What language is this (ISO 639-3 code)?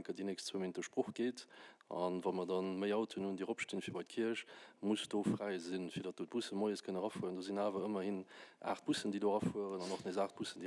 ltz